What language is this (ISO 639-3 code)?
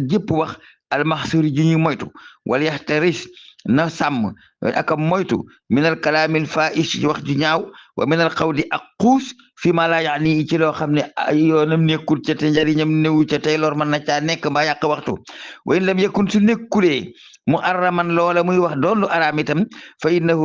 wol